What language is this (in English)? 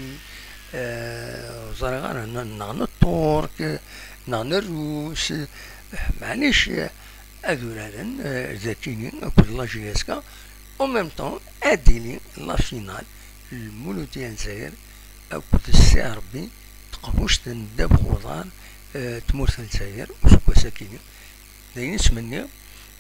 Kabyle